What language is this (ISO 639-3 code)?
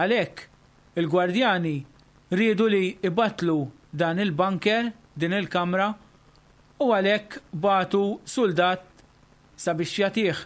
mlt